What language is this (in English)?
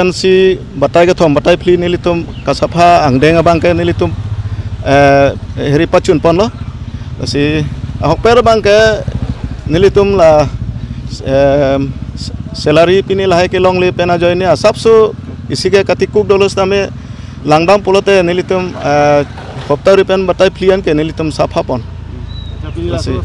Karbi